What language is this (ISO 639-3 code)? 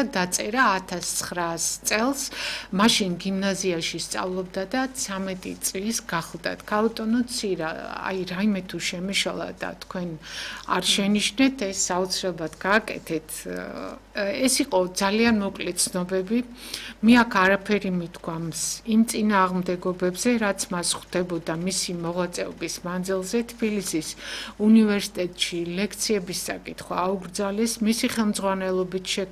kat